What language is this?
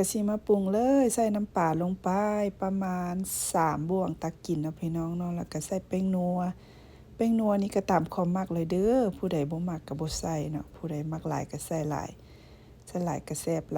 Lao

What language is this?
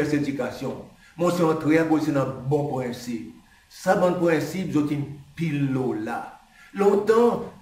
Seselwa Creole French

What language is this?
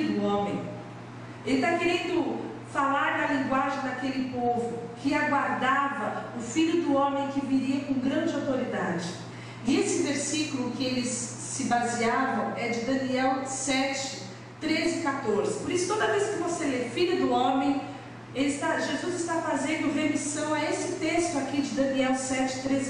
Portuguese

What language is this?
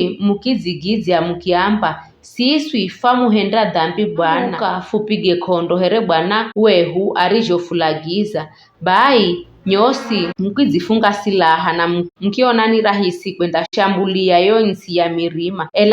Giryama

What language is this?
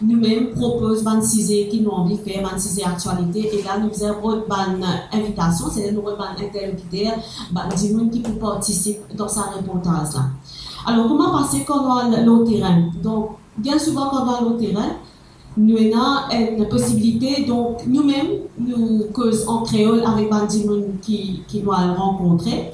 Morisyen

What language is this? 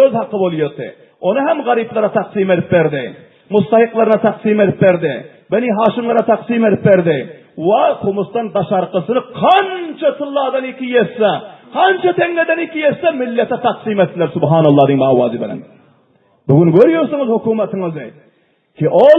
Turkmen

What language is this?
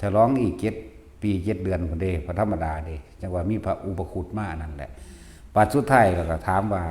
Lao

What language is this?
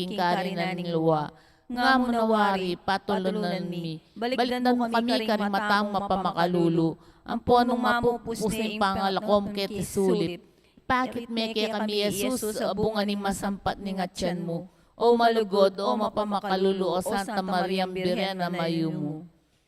Pampanga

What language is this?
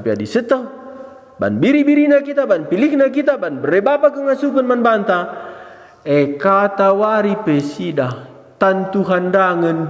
Batak Karo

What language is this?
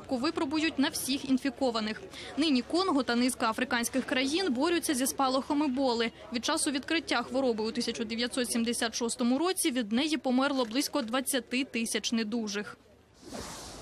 Ukrainian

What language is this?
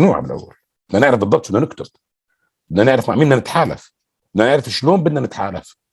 North Levantine Arabic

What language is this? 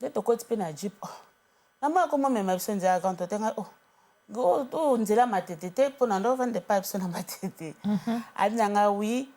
Lingala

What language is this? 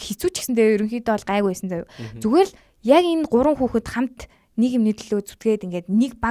Mongolian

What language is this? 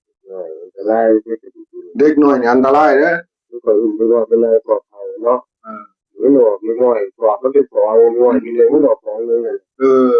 Northeastern Thai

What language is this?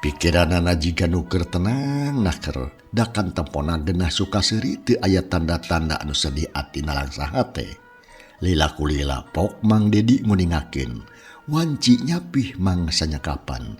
Sundanese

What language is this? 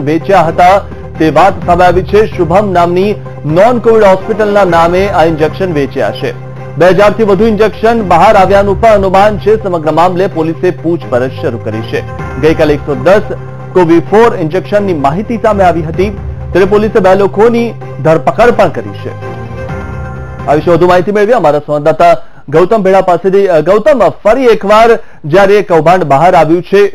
Gujarati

